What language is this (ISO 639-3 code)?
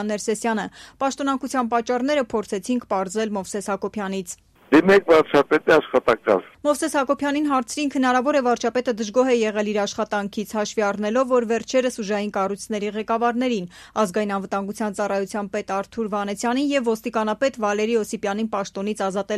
hye